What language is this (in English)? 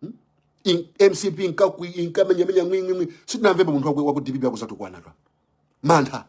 Nyanja